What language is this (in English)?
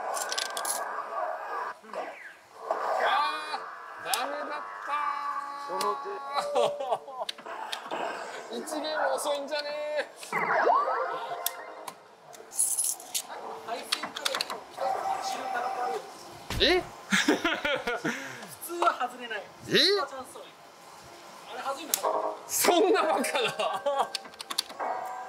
Japanese